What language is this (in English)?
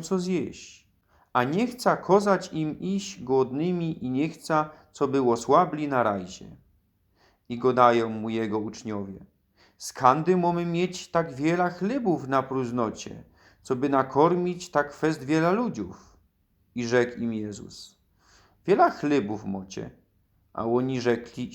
Silesian